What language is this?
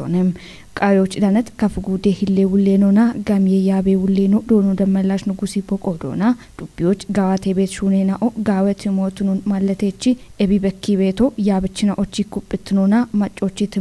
Kafa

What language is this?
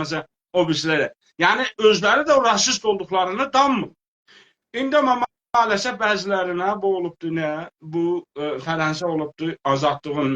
South Azerbaijani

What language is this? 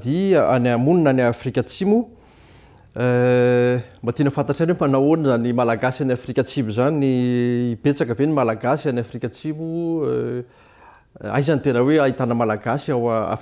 Malagasy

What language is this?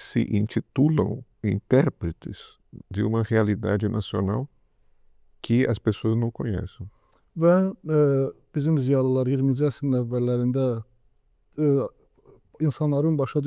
Azerbaijani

